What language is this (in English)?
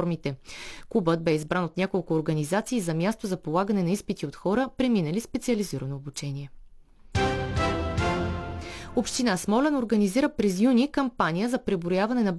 Bulgarian